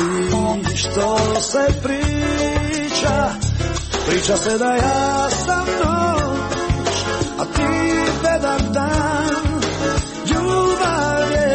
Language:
Croatian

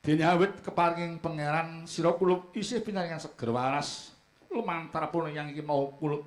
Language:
Javanese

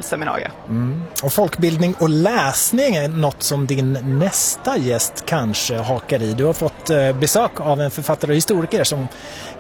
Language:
Swedish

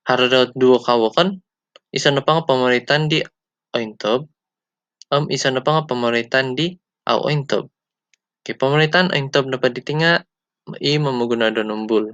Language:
Central Dusun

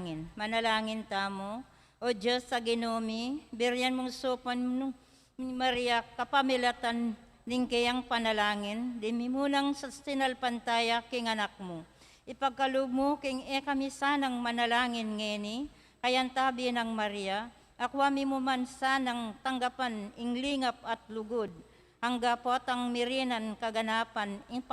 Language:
Pampanga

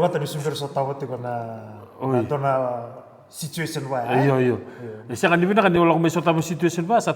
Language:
Fijian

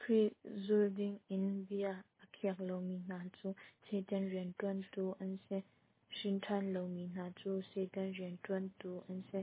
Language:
Hakha Chin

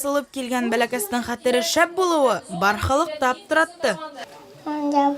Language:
Bashkir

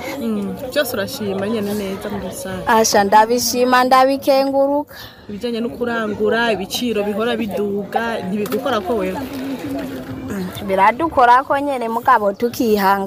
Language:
Rundi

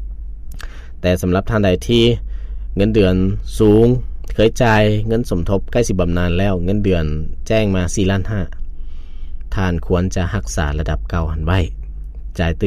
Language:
Lao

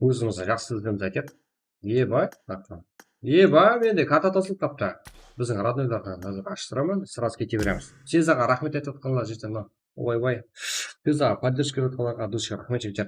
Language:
Kara-Kalpak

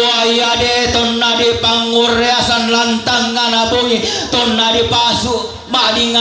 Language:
Toraja-Sa'dan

